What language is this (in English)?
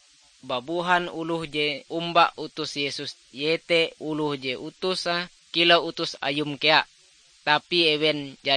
Ngaju